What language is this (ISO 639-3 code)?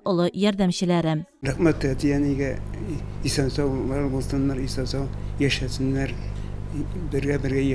tat